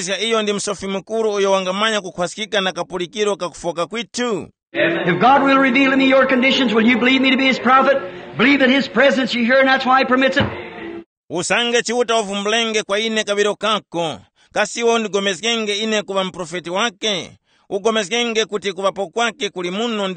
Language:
Tumbuka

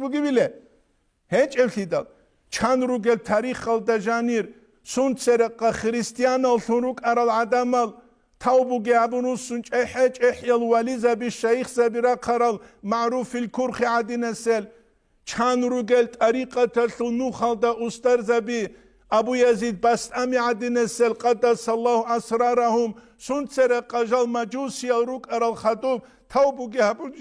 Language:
Avaric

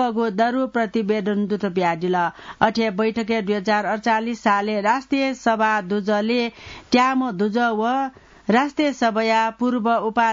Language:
Newari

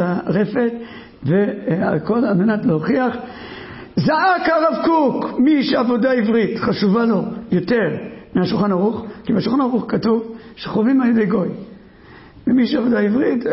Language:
Hebrew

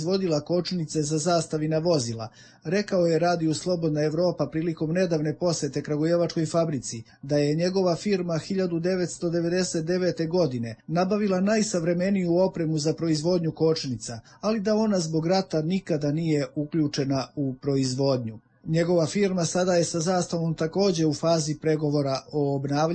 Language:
Serbian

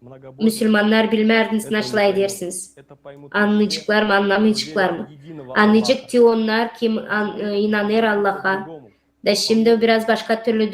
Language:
Gagauz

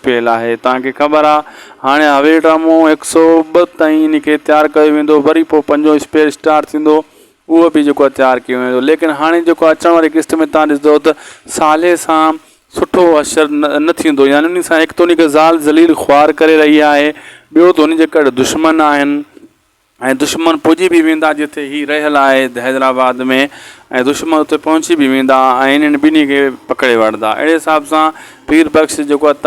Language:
Sindhi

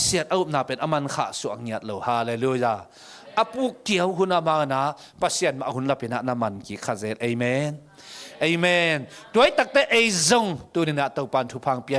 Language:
Tedim Chin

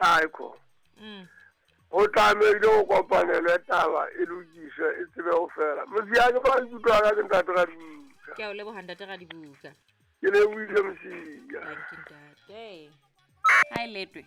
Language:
Southern Sotho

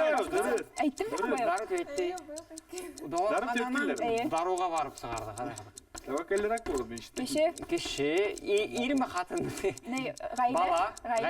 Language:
Bashkir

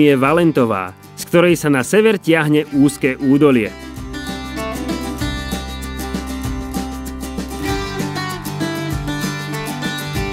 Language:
Slovak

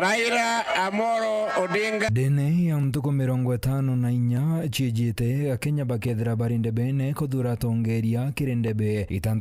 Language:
Meru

